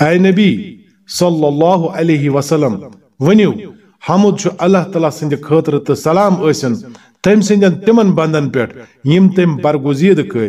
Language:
Kashmiri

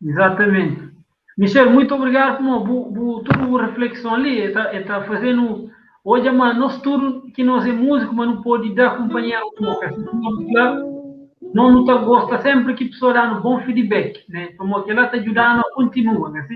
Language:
Kabuverdianu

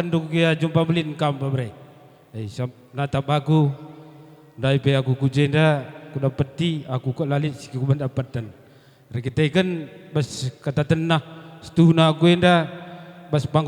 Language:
Batak Karo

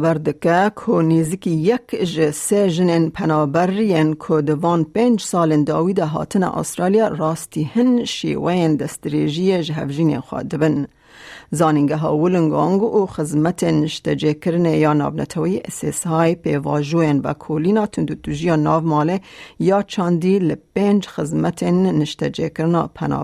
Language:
Kurdish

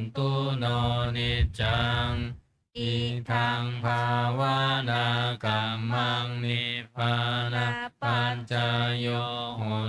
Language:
Pali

